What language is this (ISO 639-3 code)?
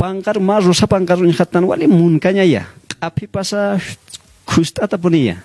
aym